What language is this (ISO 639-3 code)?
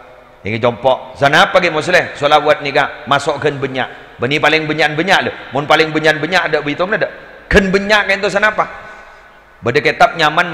mad